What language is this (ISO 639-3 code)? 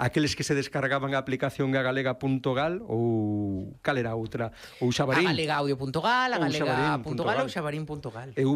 glg